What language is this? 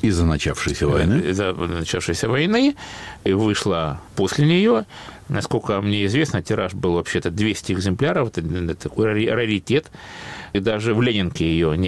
Russian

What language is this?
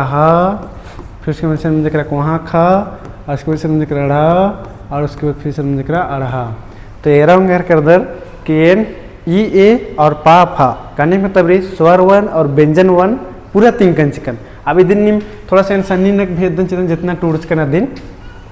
Kurukh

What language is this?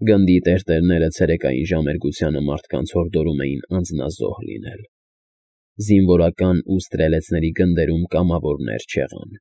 Armenian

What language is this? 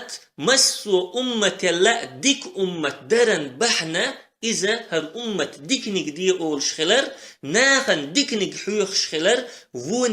Chechen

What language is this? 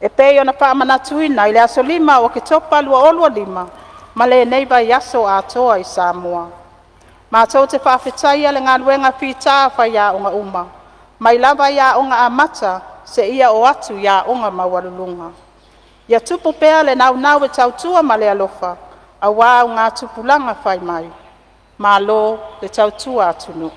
Samoan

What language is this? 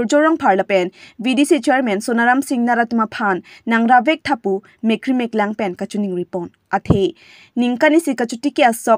Karbi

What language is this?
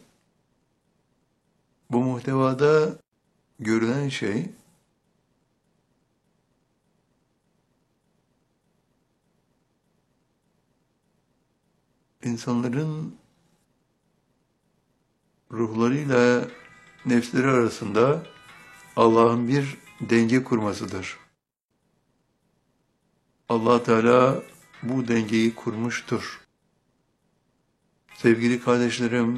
Turkish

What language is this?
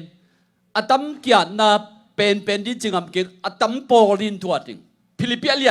Tedim Chin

